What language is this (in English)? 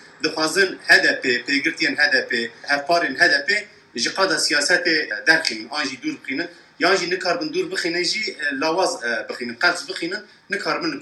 Kurdish